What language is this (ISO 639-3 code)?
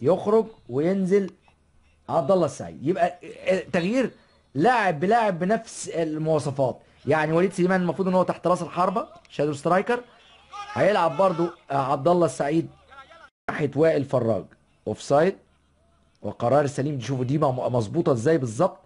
arz